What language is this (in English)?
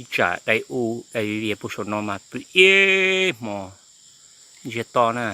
Hmong